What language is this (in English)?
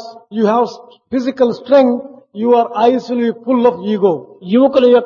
Telugu